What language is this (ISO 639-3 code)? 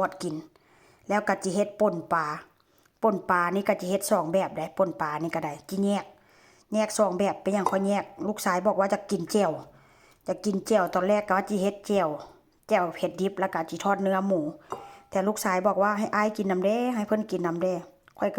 tts